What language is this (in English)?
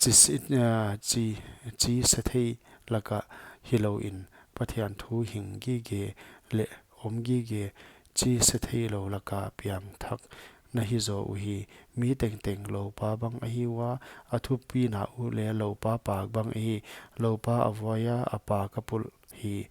Paite Chin